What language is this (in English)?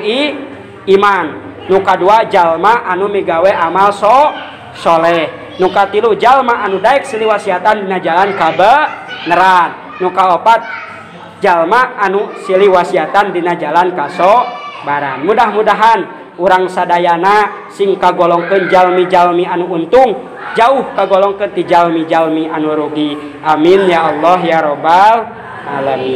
Sundanese